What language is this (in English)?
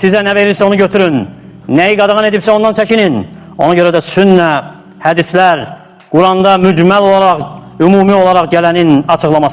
Azerbaijani